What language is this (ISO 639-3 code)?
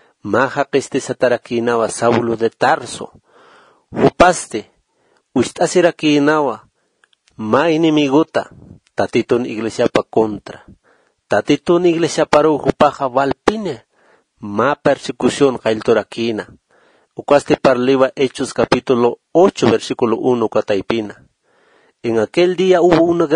aym